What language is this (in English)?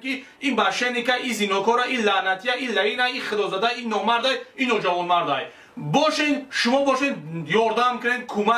Tajik